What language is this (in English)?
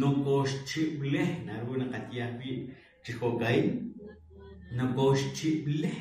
Kekchí